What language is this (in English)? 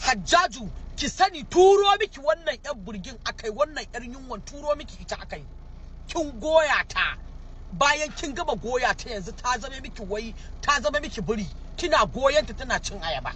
Hausa